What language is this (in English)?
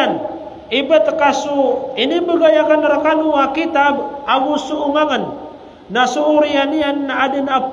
Maranao